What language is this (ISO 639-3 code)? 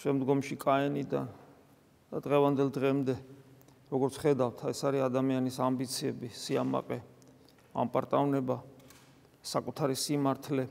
kat